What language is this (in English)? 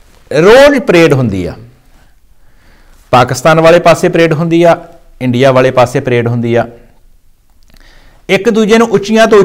Punjabi